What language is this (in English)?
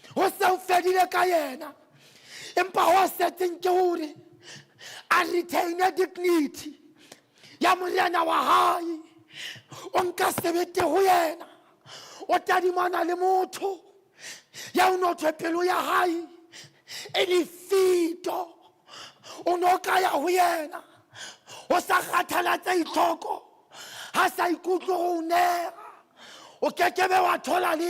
Southern Sotho